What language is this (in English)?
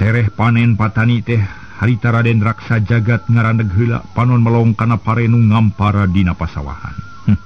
Sundanese